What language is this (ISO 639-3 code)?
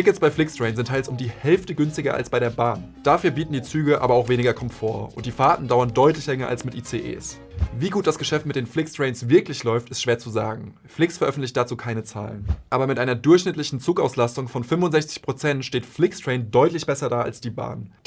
gsw